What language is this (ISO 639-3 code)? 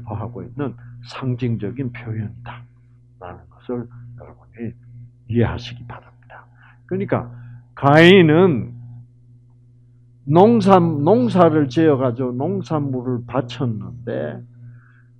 kor